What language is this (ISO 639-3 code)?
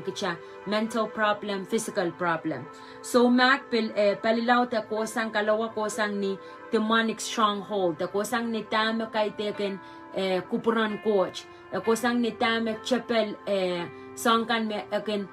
pon